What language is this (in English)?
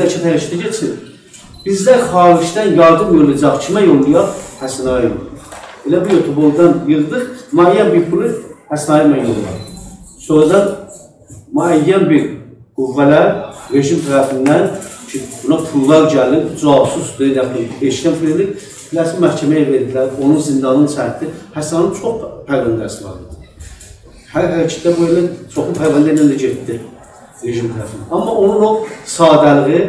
South Azerbaijani